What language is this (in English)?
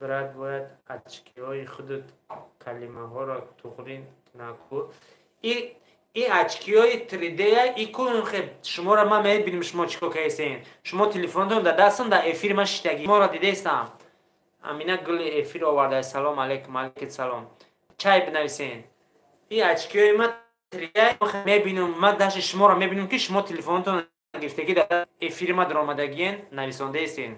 Tajik